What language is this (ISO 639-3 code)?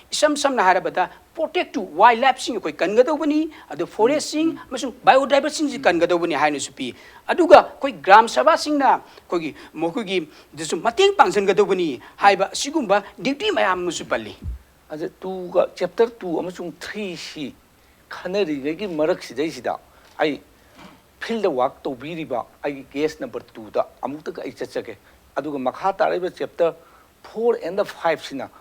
mni